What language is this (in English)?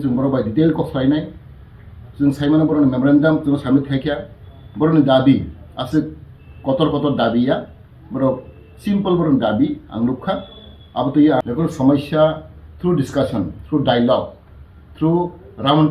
Kok Borok